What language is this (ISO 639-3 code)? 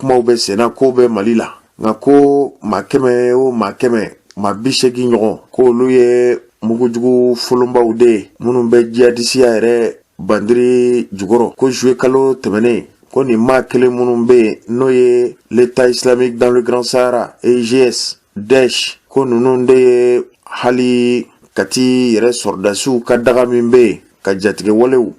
bam